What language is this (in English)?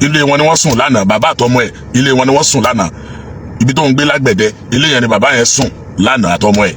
Yoruba